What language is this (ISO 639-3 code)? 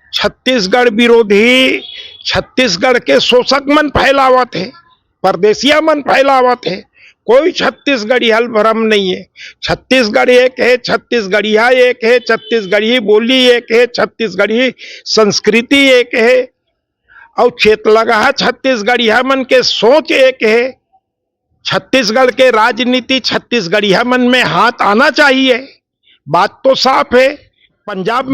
hne